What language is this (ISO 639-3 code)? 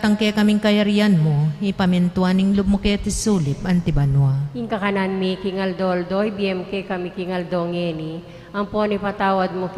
pam